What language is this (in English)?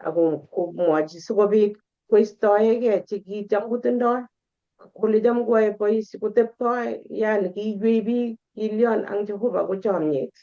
Kalenjin